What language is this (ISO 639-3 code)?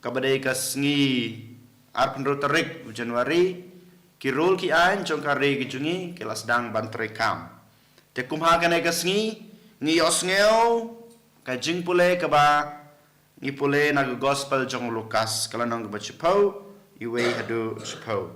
kha